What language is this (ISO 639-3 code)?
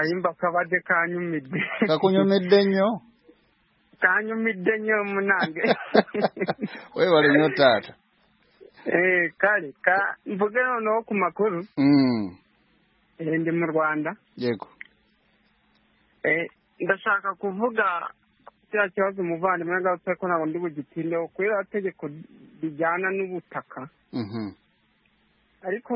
kin